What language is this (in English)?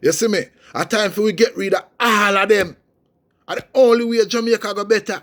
Jamaican Creole English